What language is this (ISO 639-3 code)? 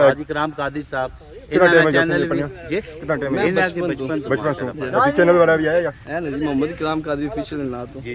phr